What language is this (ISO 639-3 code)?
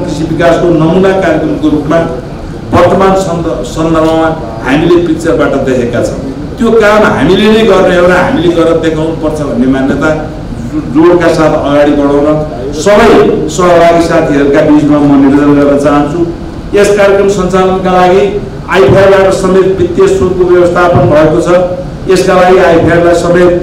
nep